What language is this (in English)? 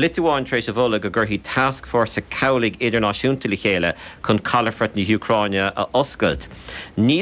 Irish